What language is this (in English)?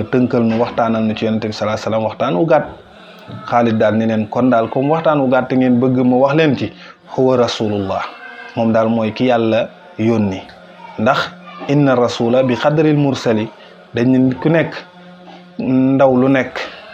Wolof